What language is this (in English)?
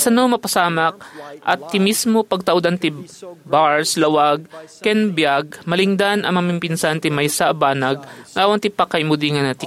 Iloko